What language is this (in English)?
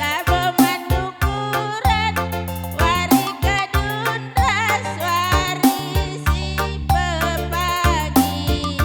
Batak Karo